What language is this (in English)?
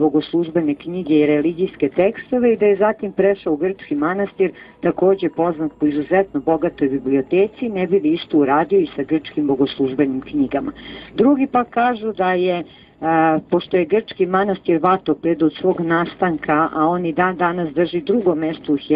Serbian